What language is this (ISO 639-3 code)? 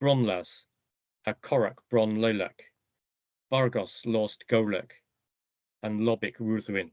cor